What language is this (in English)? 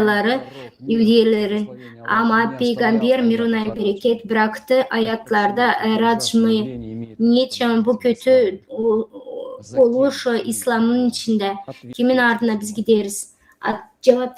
Gagauz